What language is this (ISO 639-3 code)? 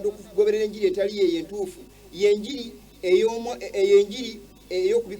lug